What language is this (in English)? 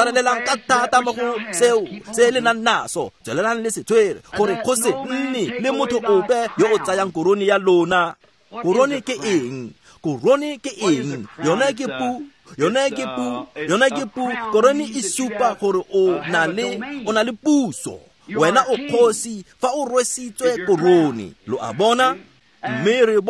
Tswana